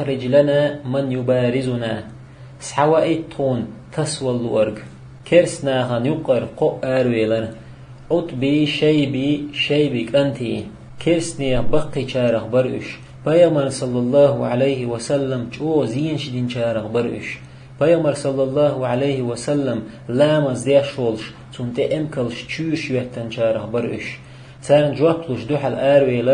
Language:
Chechen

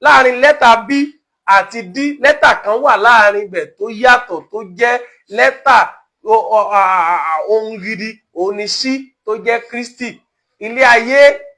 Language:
Yoruba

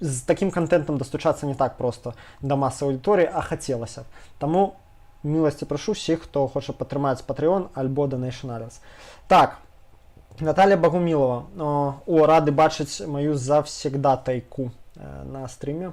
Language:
Belarusian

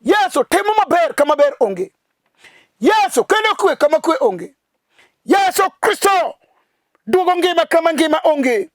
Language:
Luo (Kenya and Tanzania)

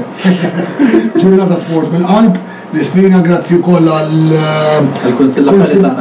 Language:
Maltese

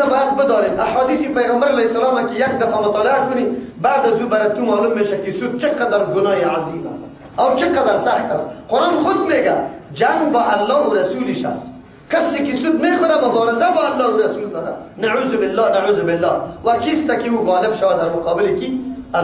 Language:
Persian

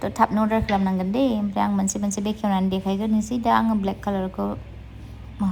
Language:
Bodo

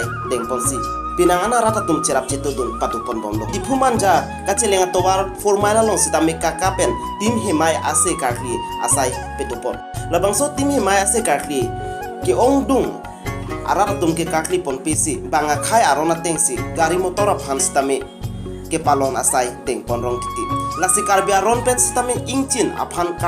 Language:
Karbi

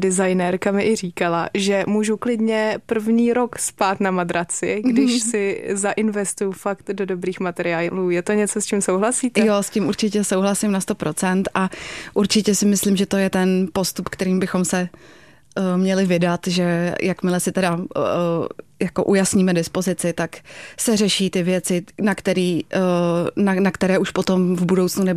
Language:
Czech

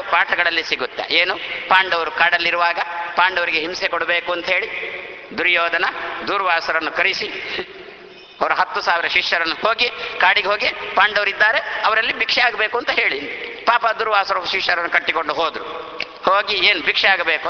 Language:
Kannada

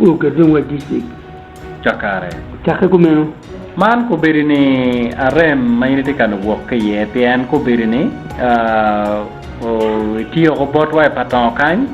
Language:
Acoli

